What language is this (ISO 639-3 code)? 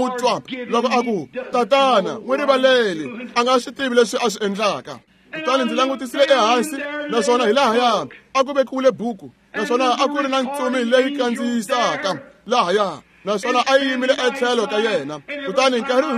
tso